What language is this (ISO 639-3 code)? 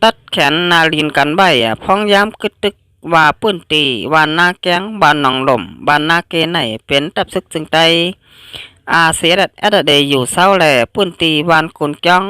shn